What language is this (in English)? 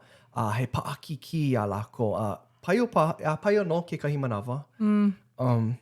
Hawaiian